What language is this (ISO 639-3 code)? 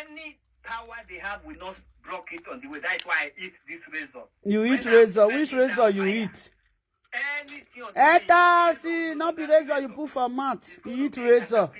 pcm